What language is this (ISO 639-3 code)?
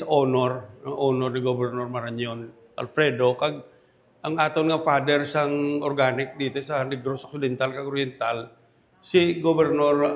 hil